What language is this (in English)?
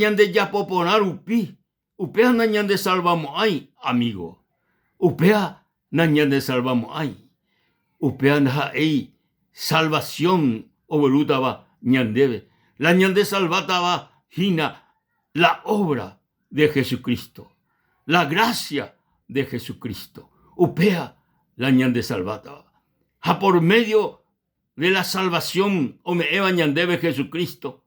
Guarani